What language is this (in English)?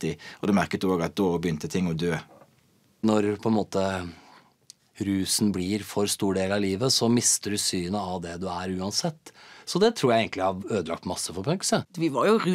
Norwegian